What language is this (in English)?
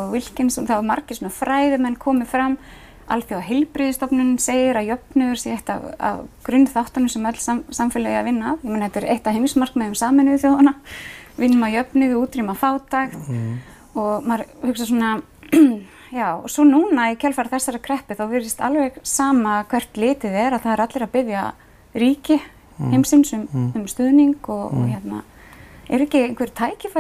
Icelandic